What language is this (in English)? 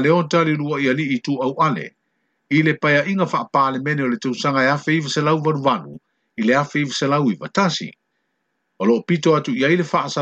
Samoan